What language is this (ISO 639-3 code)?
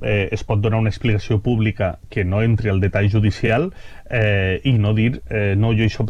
cat